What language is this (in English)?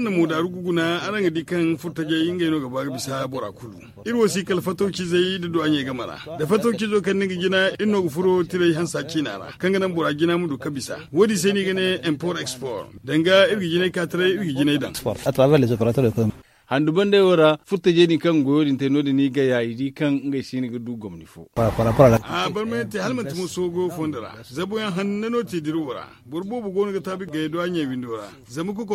Zarma